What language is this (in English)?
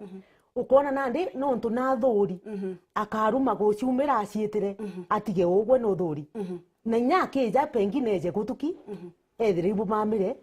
Meru